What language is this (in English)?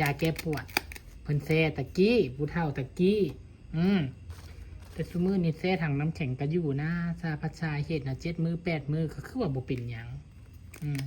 Northeastern Thai